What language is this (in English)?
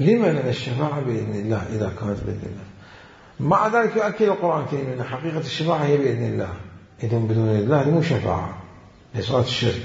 Mesopotamian Arabic